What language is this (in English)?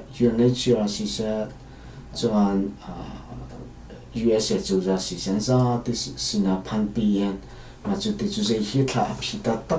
Hakha Chin